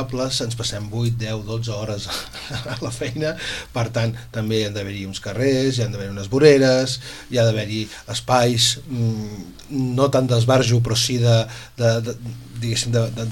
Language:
Catalan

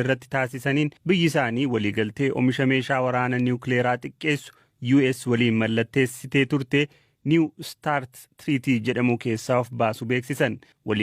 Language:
Oromo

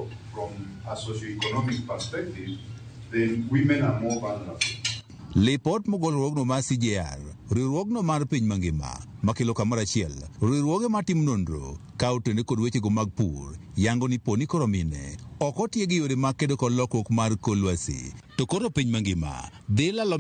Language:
Luo (Kenya and Tanzania)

